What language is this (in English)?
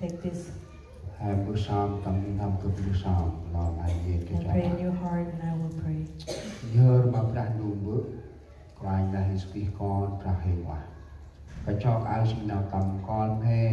Central Mnong